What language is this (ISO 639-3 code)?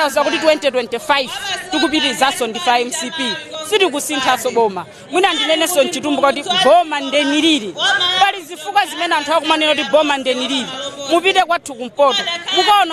nya